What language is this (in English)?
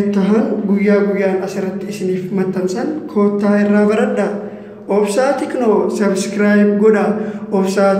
Oromo